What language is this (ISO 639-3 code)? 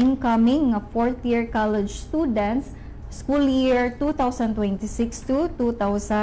ceb